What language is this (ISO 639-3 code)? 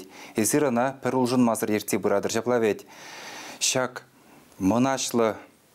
chv